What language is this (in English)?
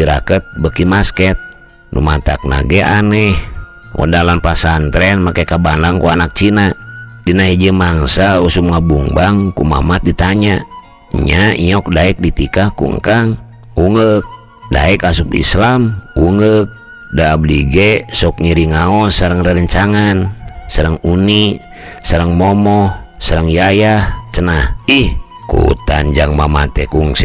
Sundanese